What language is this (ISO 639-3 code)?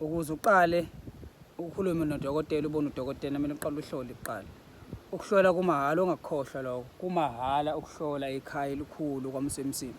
zul